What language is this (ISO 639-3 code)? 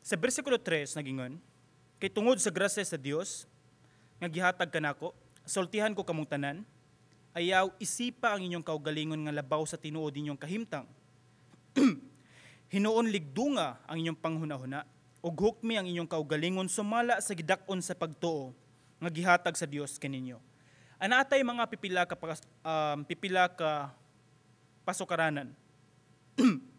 ceb